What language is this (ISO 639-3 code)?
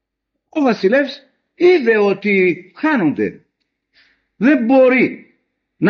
ell